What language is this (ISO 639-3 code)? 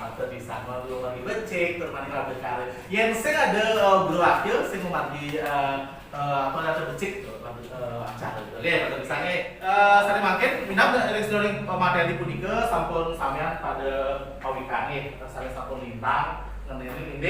ban